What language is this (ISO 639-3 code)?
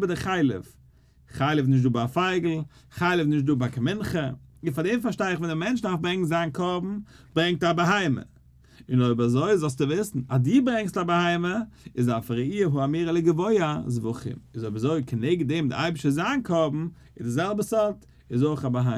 yid